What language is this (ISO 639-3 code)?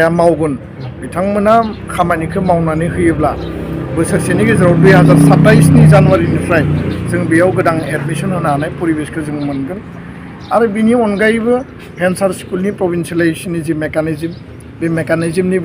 brx